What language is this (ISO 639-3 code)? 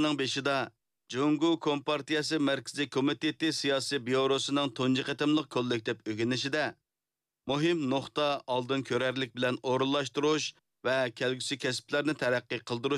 uig